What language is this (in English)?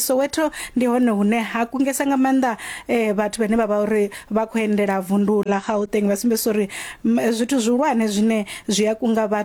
Venda